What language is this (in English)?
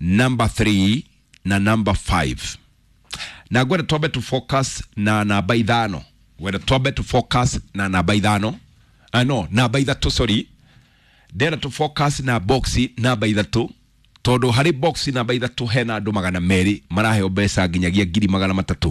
Kikuyu